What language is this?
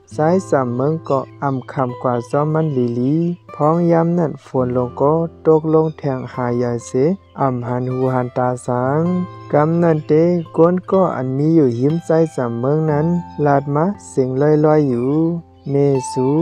Shan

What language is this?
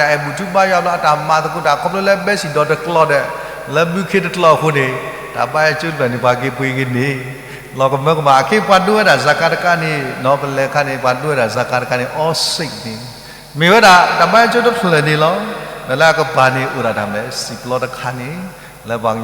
S'gaw Karen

